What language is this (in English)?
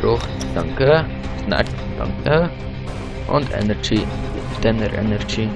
Swiss German